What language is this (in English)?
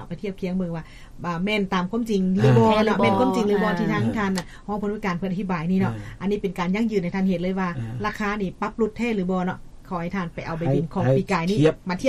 Lao